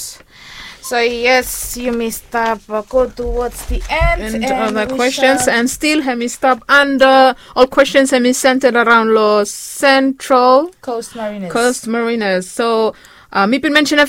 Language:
Bislama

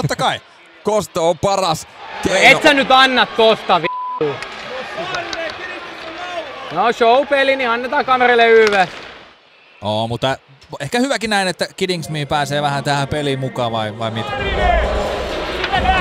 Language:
Finnish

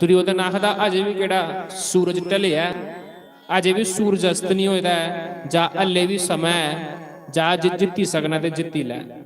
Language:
Dogri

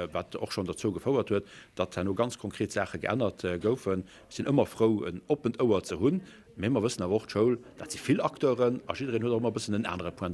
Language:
Luxembourgish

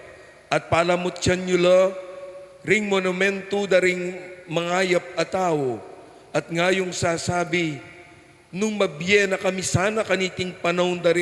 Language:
Pampanga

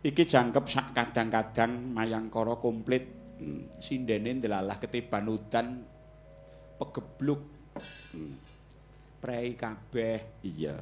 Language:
Javanese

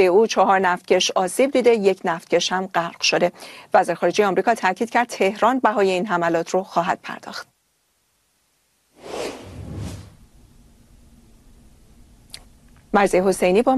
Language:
Persian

